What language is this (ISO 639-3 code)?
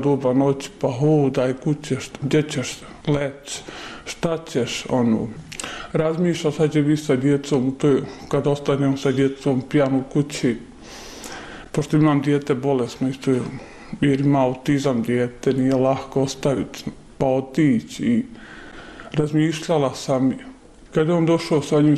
bos